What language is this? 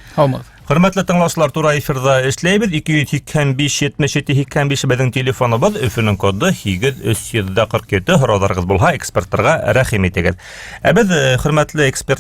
Bashkir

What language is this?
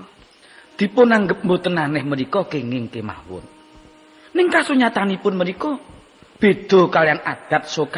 Javanese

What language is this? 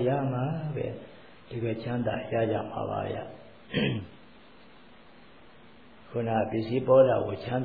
Burmese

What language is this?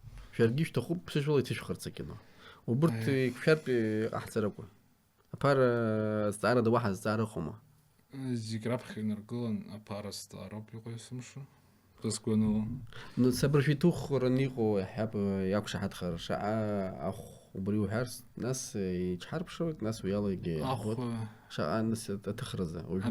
Abkhazian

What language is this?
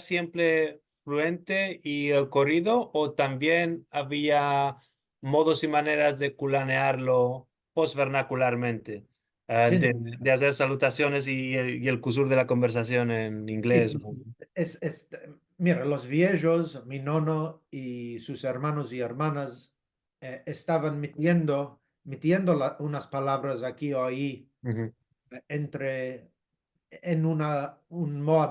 Ladino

